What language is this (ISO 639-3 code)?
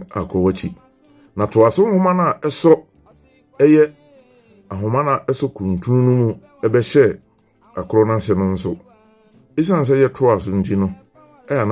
aka